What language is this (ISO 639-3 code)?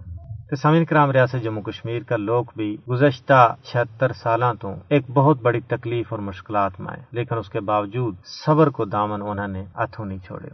gju